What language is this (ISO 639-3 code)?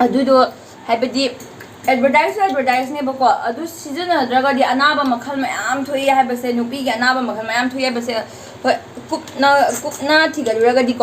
mni